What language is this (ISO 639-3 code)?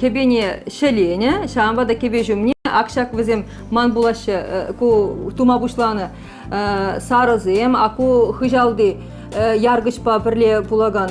chv